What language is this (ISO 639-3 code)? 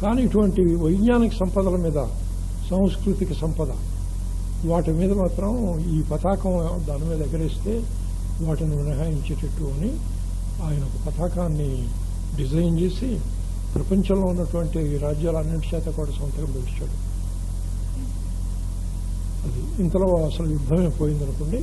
tel